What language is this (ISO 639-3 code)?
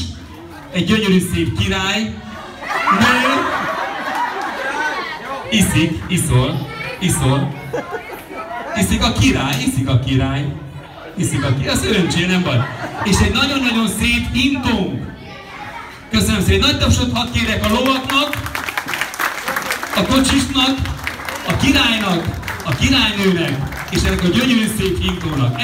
hun